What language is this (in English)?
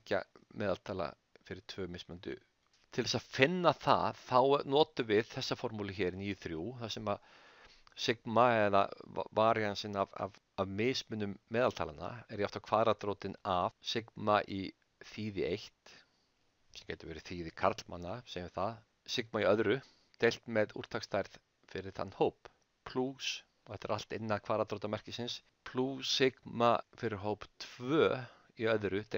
Icelandic